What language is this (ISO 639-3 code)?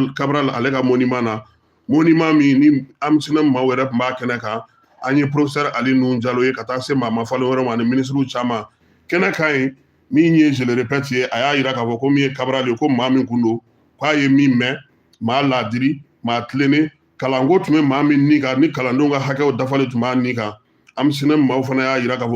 bam